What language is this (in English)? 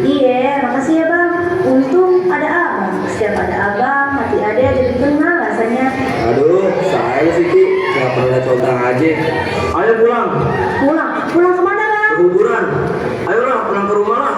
Betawi